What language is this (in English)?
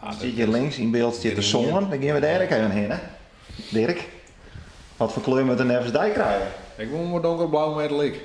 Western Frisian